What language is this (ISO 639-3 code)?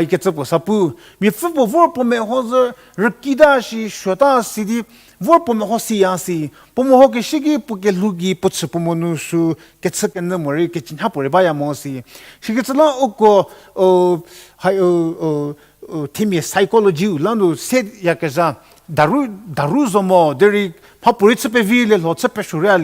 njm